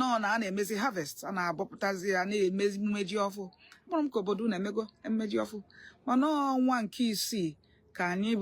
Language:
Igbo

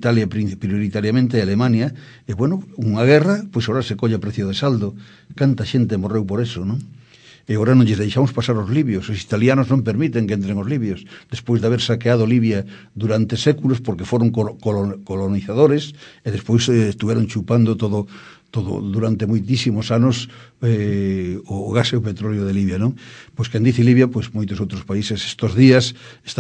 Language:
Galician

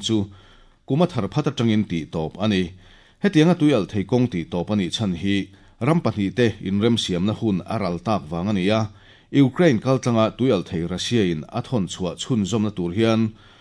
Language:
Mizo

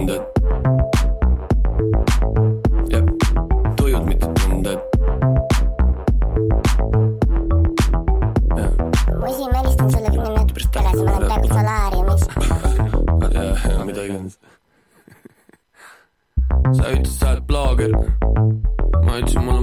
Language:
Estonian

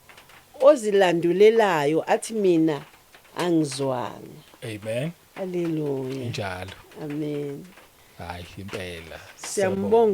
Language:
Zulu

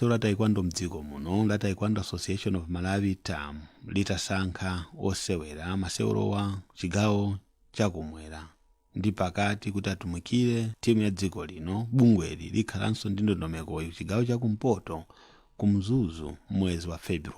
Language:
Nyanja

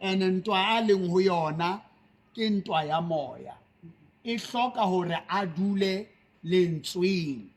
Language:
Southern Sotho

